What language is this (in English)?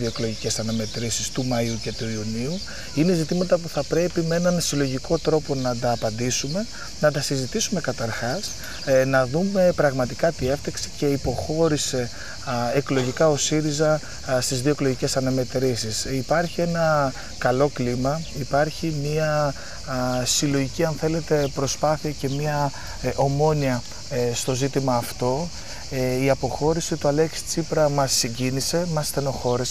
Greek